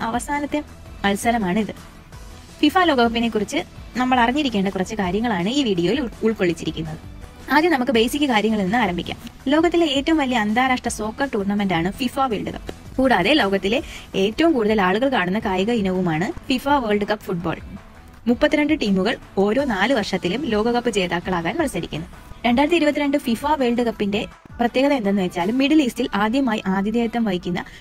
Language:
Malayalam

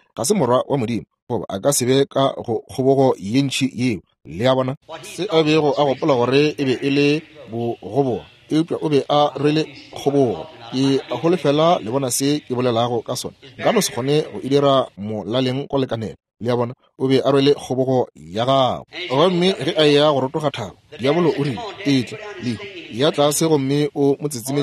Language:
Northern Sotho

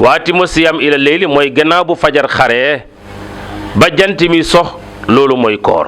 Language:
Wolof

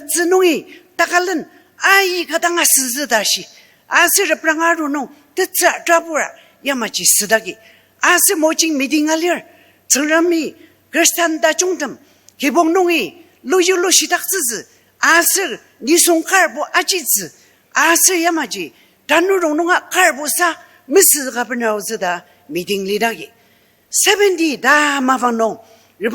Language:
Ao Naga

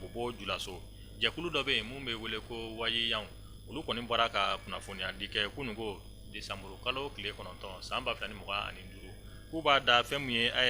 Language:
Bambara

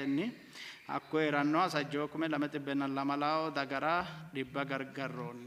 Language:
Sidamo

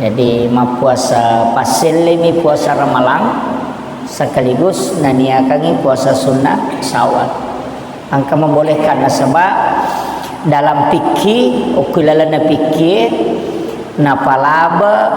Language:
Buginese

